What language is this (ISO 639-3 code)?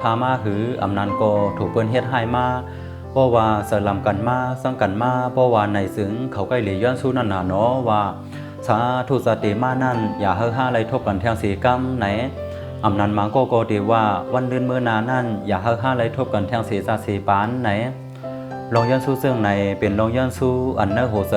shn